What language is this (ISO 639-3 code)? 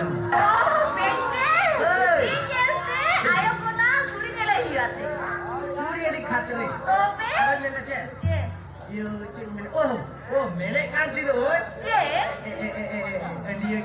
sat